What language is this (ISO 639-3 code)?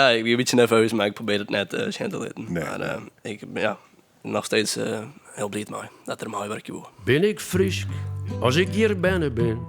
fry